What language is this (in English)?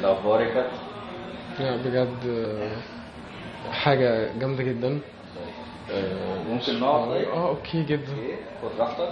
Egyptian Arabic